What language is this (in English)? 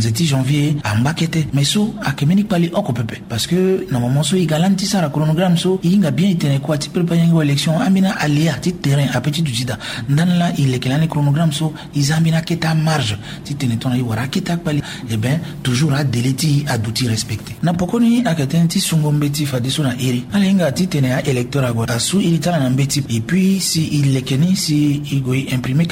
Sango